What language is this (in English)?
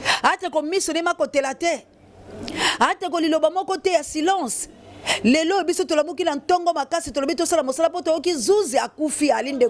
Lingala